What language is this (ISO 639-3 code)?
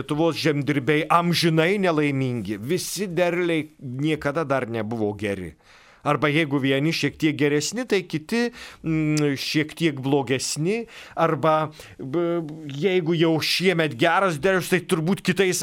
lit